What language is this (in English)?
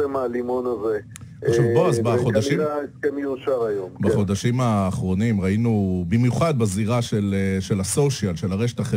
Hebrew